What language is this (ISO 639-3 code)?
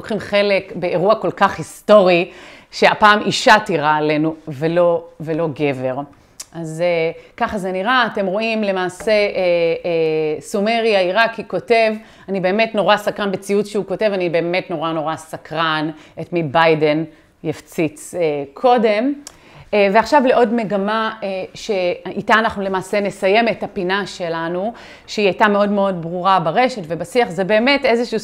heb